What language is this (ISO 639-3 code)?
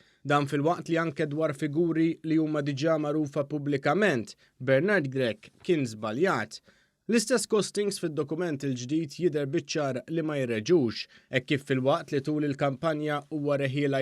mlt